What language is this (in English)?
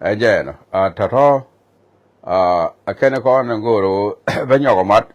Nuer